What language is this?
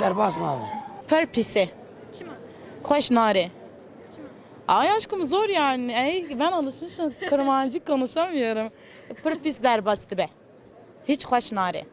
Kurdish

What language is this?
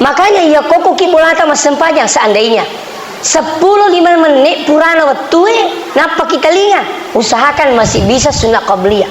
Buginese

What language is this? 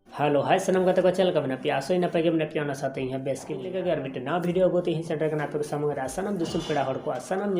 Santali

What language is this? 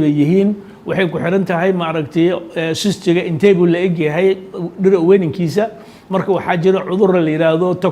Somali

